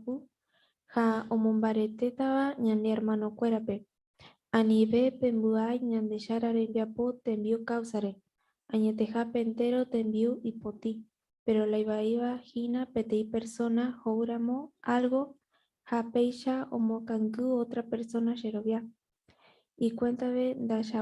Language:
Guarani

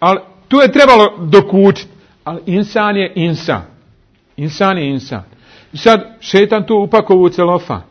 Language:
Bosnian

